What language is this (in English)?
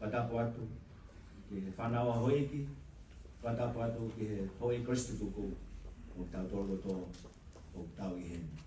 Tongan